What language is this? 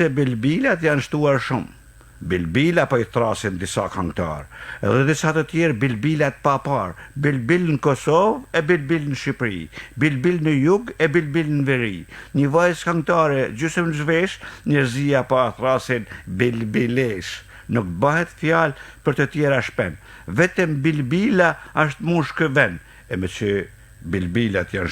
Albanian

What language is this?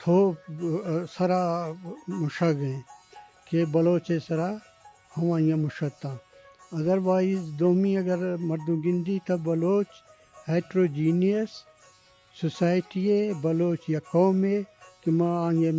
Eastern Balochi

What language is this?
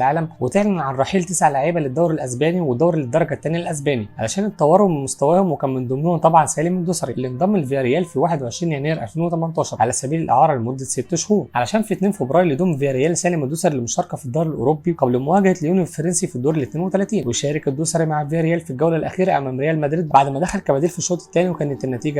Egyptian Arabic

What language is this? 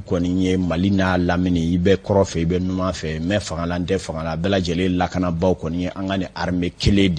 Bambara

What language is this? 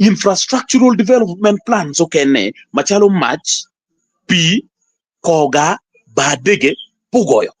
Acoli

